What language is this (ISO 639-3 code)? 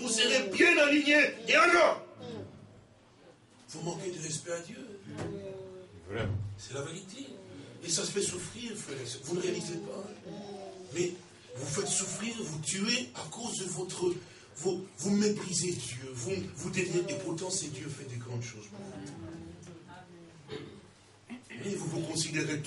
fra